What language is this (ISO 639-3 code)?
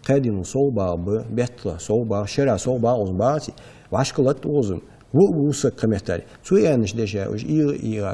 inh